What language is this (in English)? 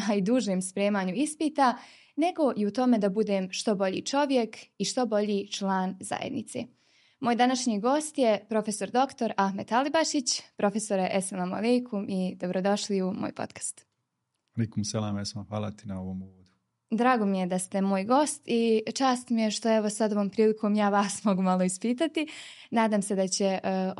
Bosnian